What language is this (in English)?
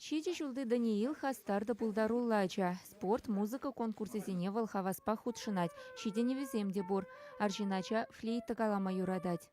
Chuvash